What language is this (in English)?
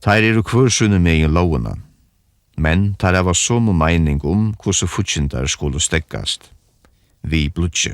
Faroese